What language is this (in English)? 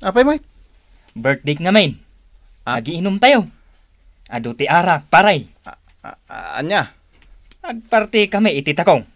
Iloko